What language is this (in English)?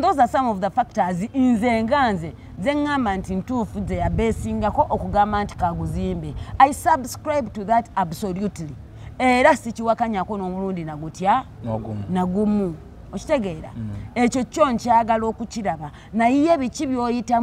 Ganda